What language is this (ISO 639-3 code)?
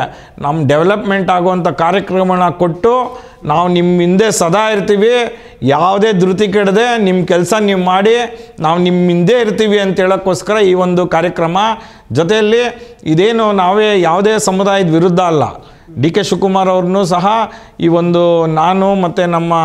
kan